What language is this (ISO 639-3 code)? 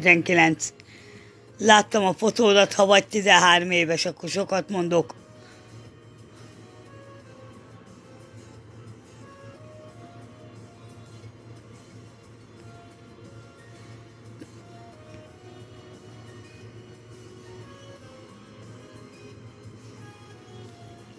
hun